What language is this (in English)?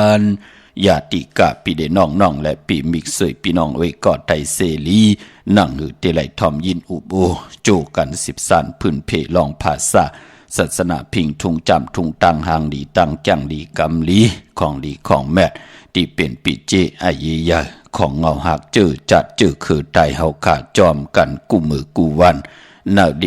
Shan